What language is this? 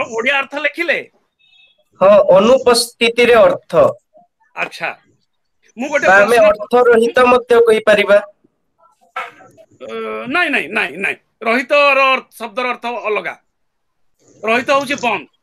Odia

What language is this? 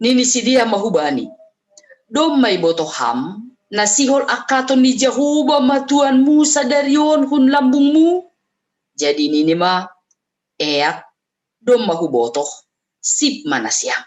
Batak Simalungun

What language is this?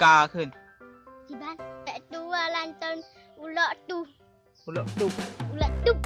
Achinese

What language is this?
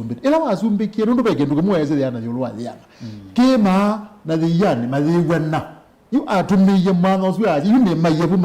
Kamba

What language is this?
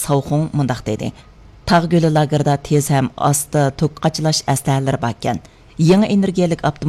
Uyghur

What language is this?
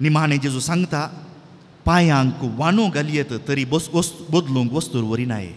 Konkani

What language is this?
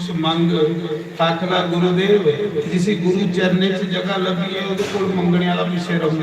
Dogri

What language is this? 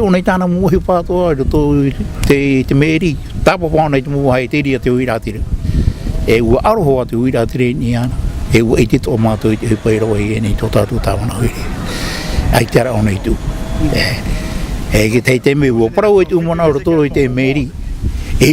Tahitian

